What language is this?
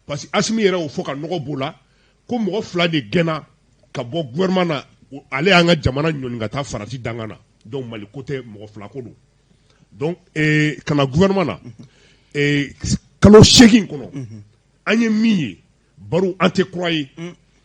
Bambara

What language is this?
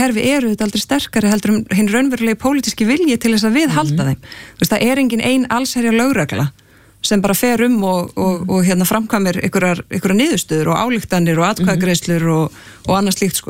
Icelandic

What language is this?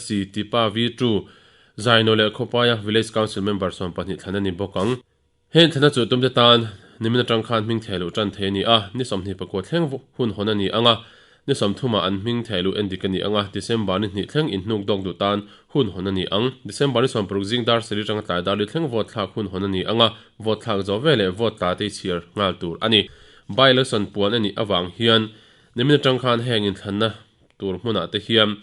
Mizo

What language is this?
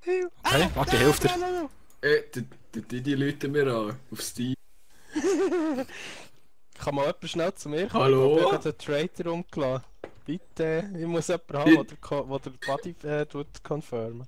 Swiss German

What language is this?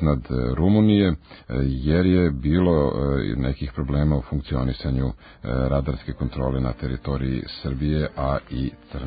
Serbian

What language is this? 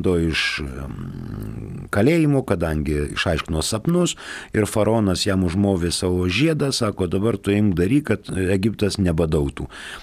Lithuanian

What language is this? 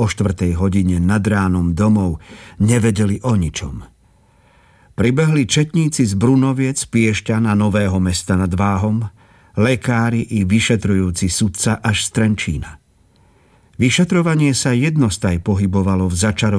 Slovak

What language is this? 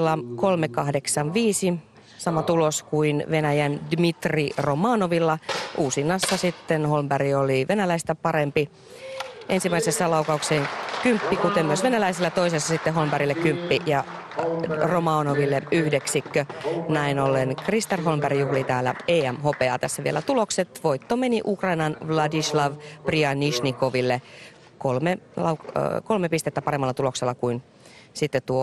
Finnish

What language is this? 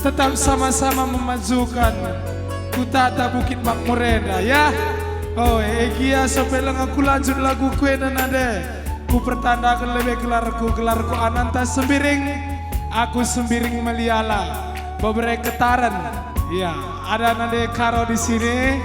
Batak Karo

